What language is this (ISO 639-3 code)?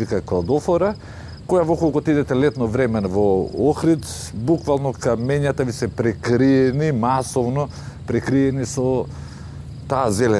mkd